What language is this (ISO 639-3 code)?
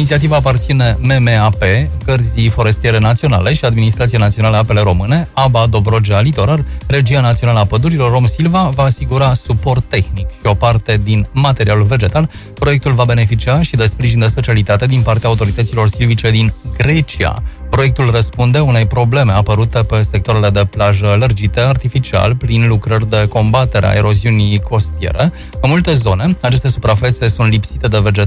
ron